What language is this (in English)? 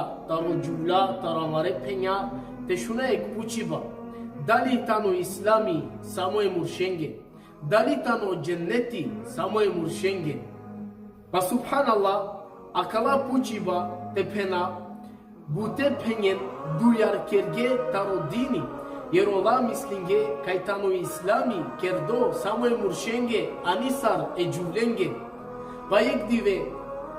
Balkan Romani